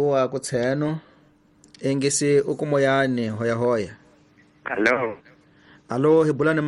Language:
Tsonga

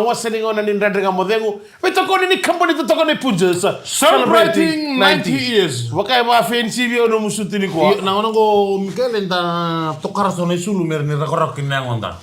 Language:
Fijian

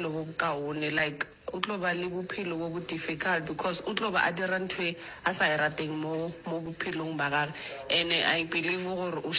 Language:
Northern Sotho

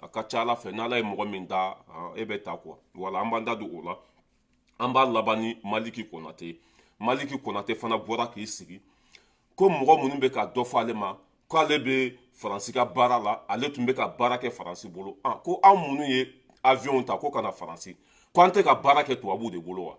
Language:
Bambara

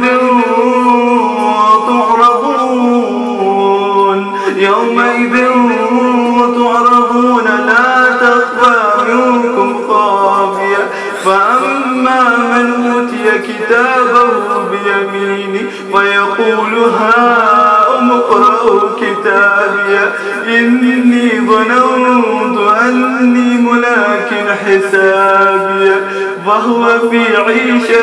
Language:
Arabic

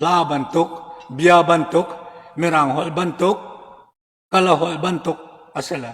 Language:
Hakha Chin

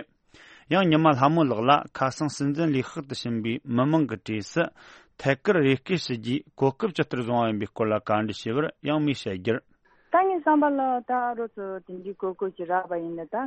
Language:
Tibetan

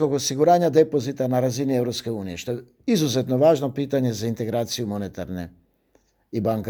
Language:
Croatian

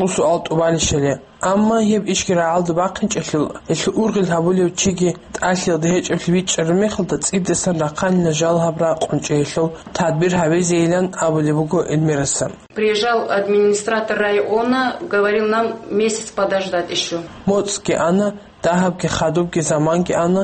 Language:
Avaric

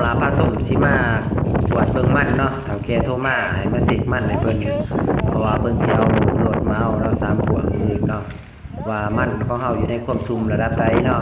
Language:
Lao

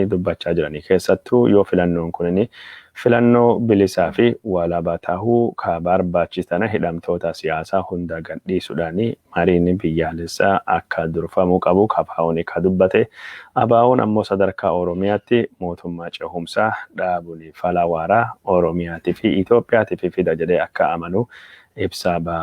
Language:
Oromo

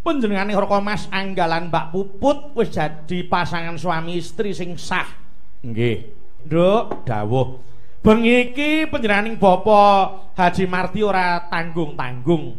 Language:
Javanese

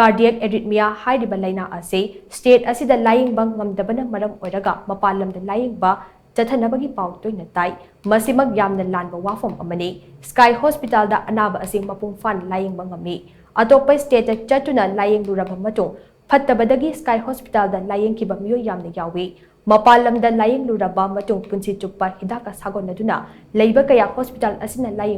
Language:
Manipuri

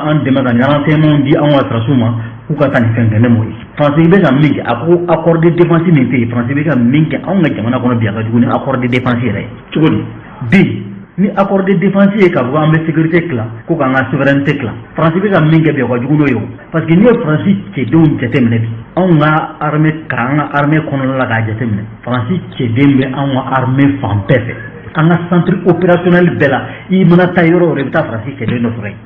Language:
Bambara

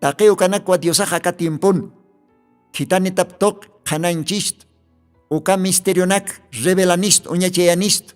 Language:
Aymara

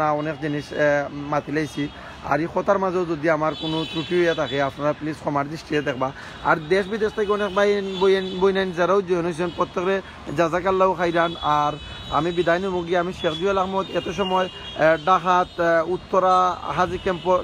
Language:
Sylheti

